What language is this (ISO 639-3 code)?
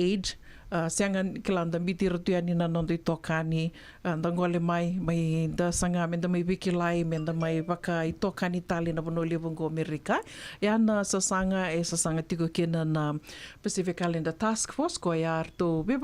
fij